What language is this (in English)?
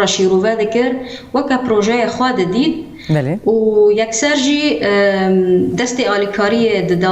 Kurdish